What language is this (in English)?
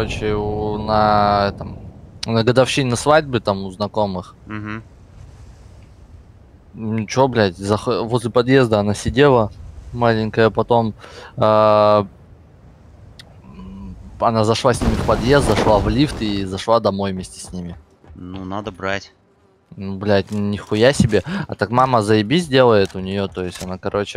Russian